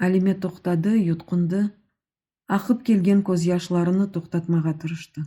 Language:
Crimean Tatar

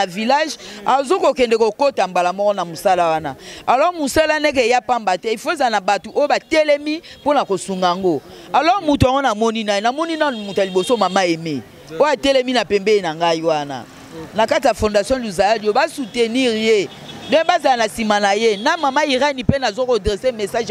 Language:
Lingala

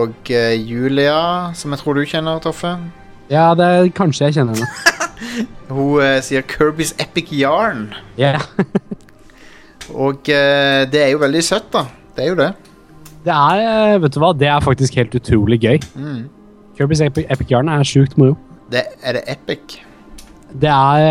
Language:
Norwegian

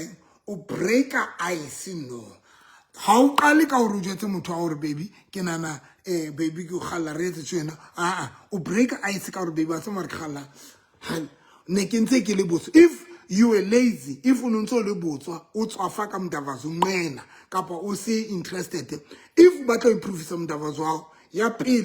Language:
Southern Sotho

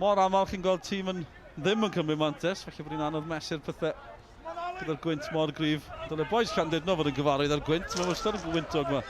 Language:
Welsh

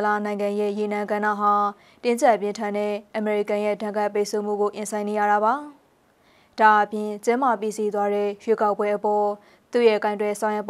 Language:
Burmese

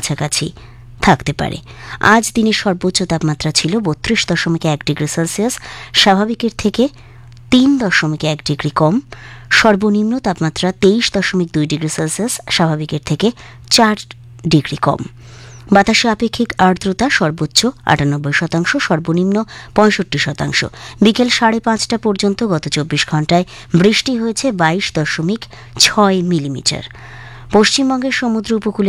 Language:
Bangla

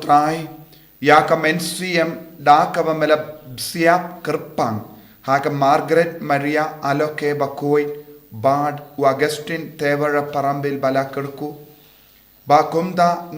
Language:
Khasi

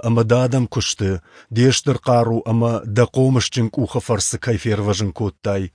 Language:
Ossetic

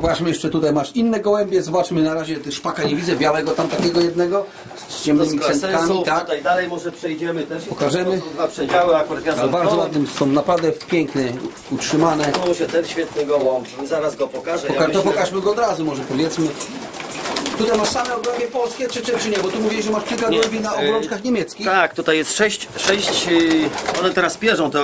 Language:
Polish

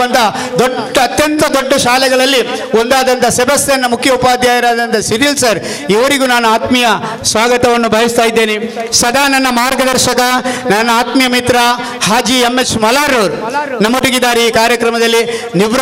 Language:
Kannada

